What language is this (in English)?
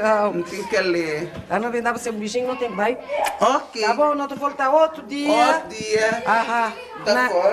Kabuverdianu